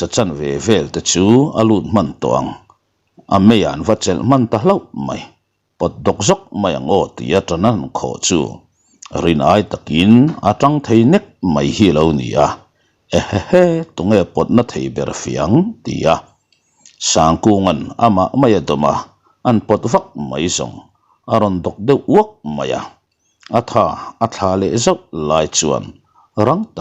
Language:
Mizo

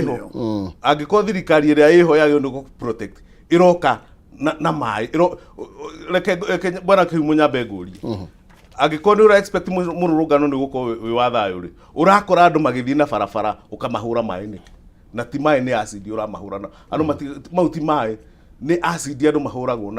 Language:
Kikuyu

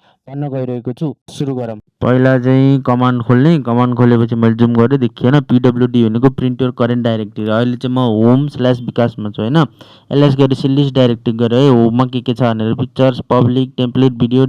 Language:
Nepali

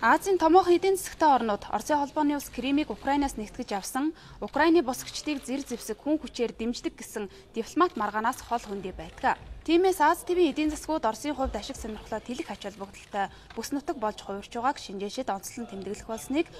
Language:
Mongolian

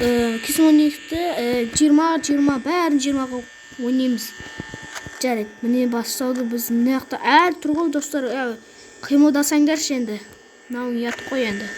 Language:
Kazakh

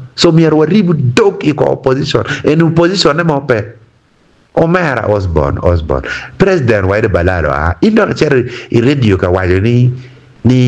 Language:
Acoli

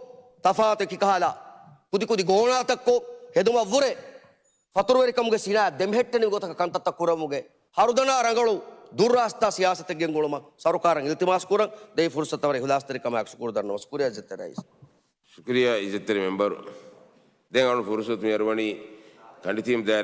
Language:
Divehi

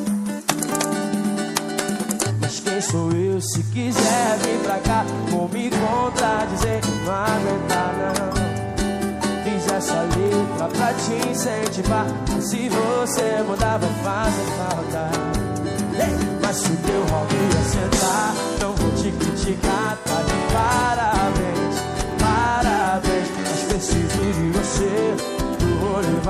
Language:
Portuguese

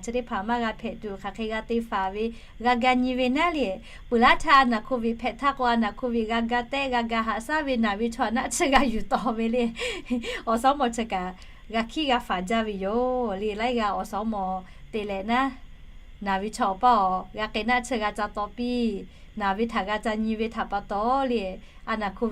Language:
Lahu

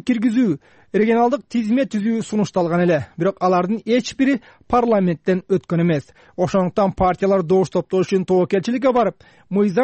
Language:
Kyrgyz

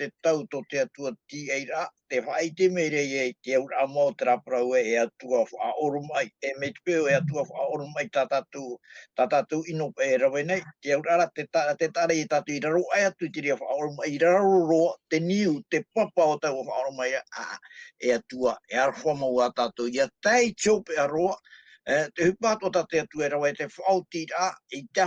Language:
Tahitian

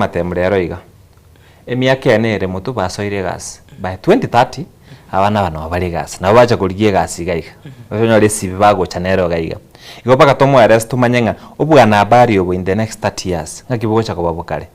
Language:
Gusii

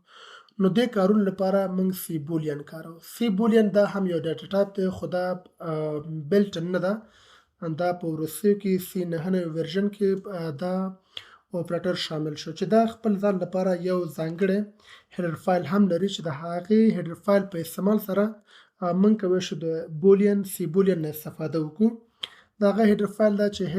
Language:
Pashto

